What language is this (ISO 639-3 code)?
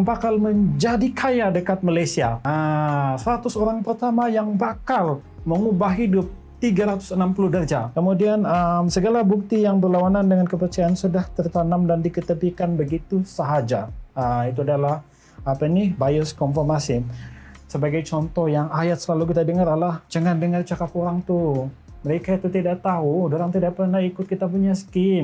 msa